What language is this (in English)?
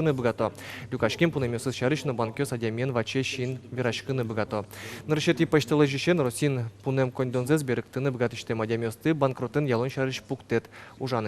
Udmurt